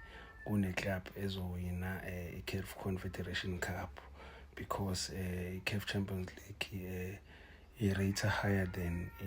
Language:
Zulu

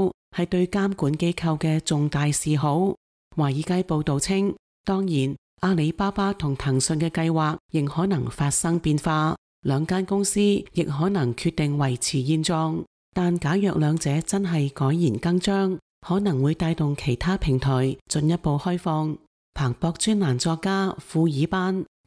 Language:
Cantonese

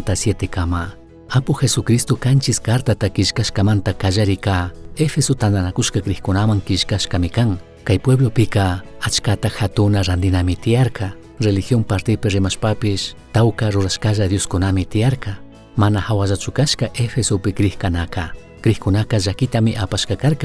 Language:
Chimborazo Highland Quichua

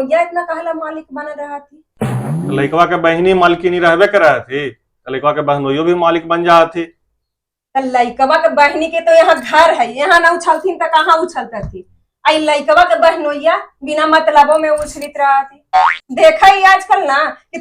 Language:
Magahi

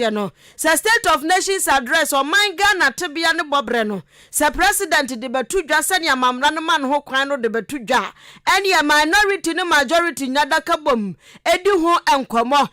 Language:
Akan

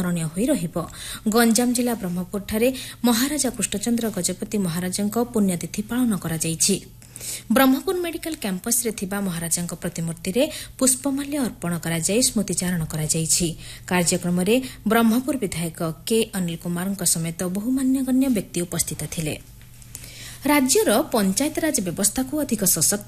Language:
Odia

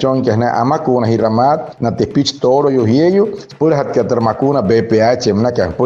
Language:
Wayuu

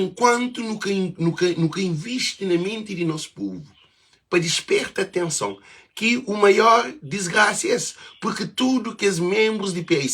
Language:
Kabuverdianu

